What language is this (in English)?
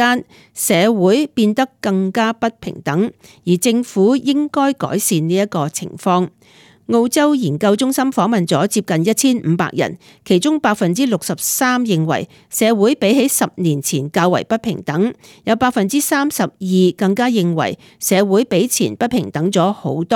Cantonese